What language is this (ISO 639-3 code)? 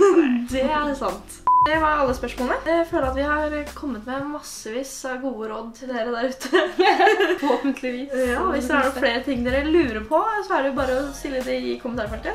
nor